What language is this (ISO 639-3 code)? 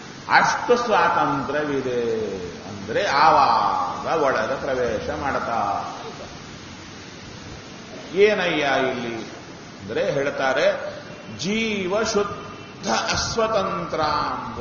kan